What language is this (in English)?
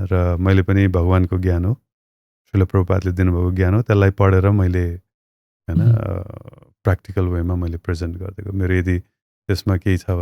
Nepali